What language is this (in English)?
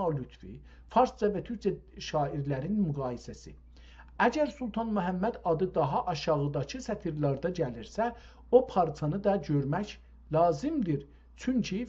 South Azerbaijani